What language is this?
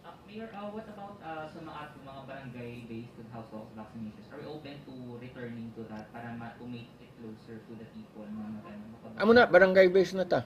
Hiligaynon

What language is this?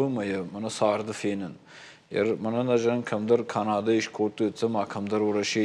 Ossetic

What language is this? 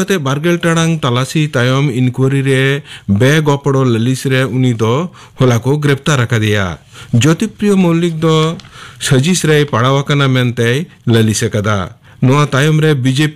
Santali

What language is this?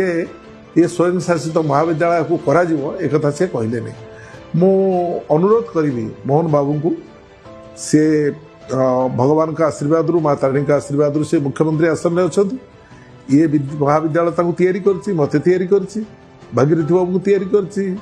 Odia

